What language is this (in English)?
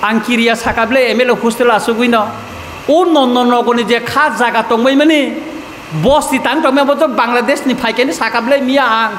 Kok Borok